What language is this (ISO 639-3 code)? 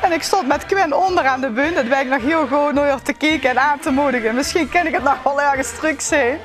lim